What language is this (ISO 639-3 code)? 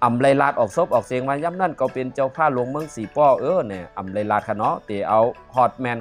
shn